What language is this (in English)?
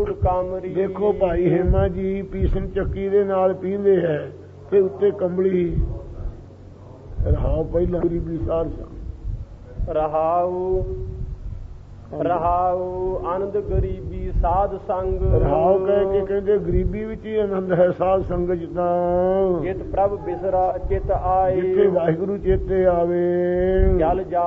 Punjabi